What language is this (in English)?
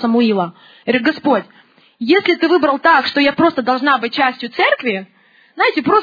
Russian